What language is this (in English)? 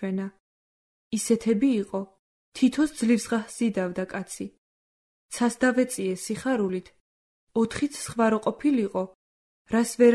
Georgian